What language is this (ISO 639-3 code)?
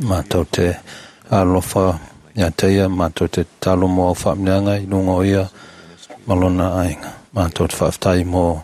smo